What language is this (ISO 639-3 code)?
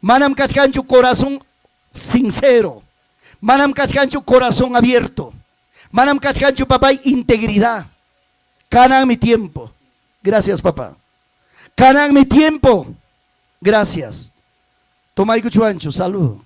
quy